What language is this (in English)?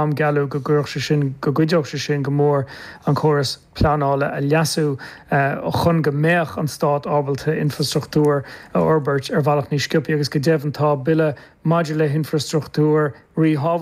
Irish